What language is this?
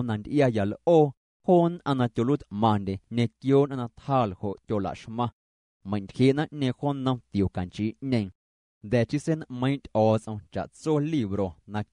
Guerrero Amuzgo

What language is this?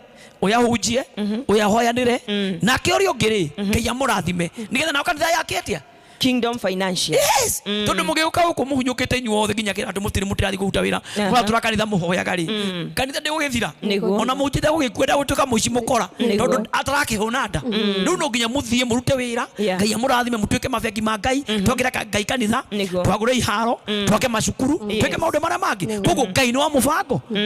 Kikuyu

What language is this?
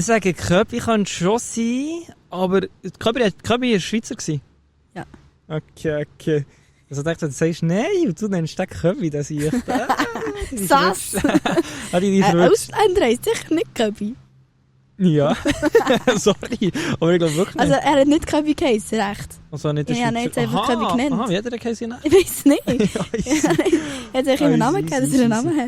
Swiss German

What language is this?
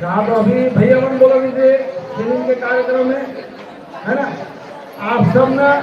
Chhattisgarhi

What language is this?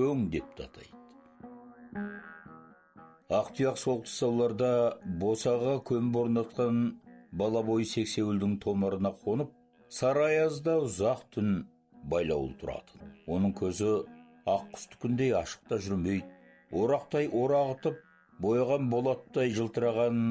Kazakh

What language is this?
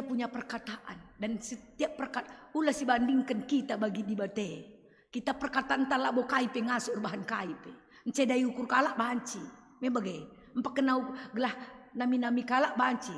Batak Karo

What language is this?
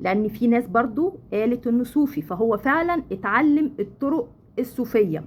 Egyptian Arabic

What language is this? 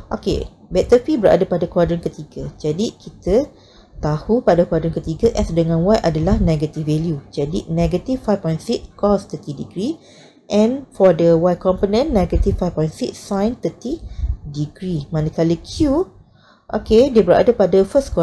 Malay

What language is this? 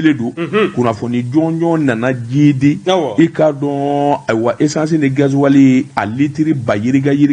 Bambara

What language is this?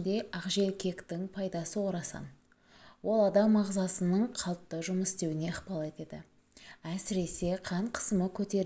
Kazakh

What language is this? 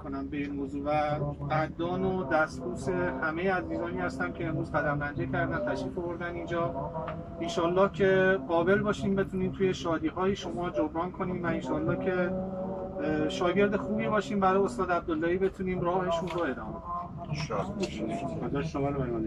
Persian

